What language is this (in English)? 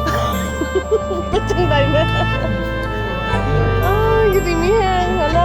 Lao